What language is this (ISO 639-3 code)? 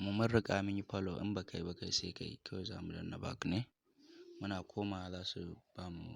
hau